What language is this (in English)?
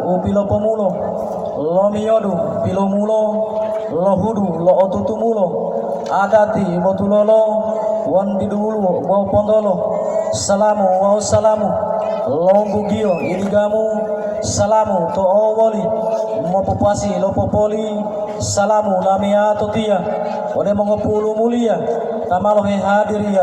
Gorontalo